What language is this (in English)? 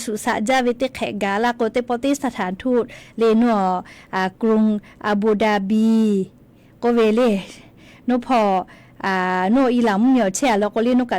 Lahu